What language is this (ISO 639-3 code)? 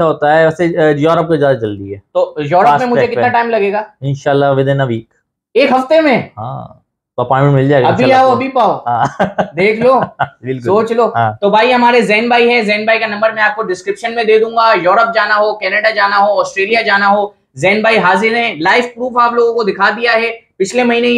hin